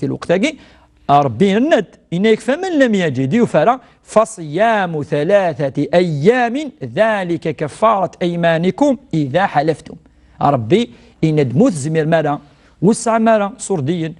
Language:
Kabyle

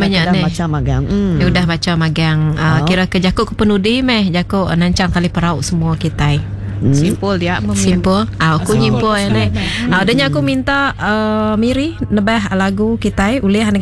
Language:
Iban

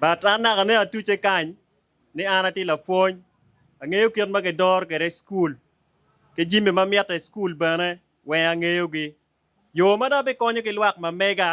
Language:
Acoli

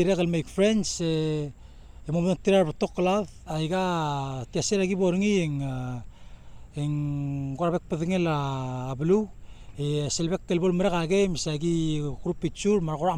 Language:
Palauan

